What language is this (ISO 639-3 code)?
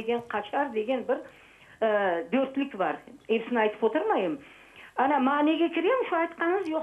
crh